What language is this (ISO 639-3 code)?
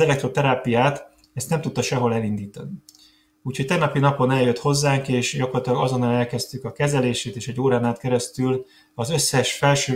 hun